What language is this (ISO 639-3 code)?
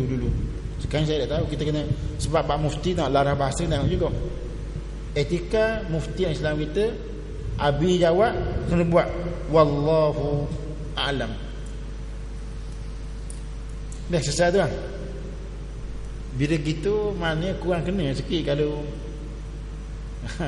msa